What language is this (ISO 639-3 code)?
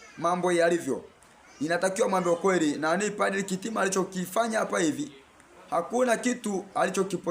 swa